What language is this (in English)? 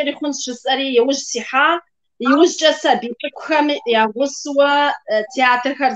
Kabardian